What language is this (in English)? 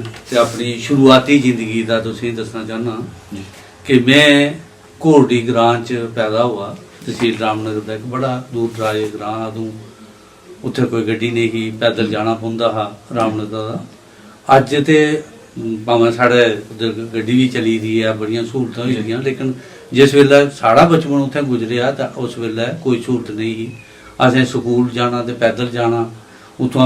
Dogri